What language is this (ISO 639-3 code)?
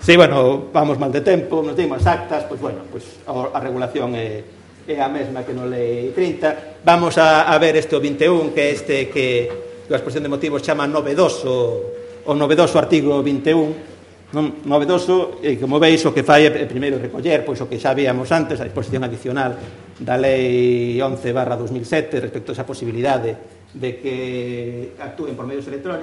glg